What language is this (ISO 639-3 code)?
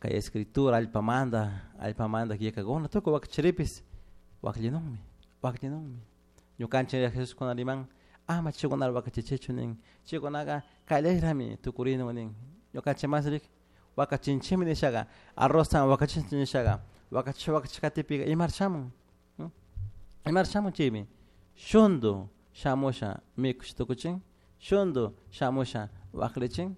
qug